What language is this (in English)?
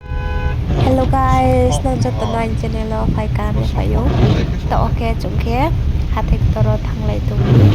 Riang (India)